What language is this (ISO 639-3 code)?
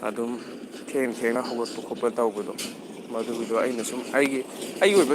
mni